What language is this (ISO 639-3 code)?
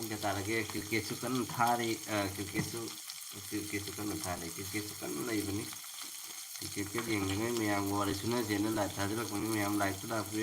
mni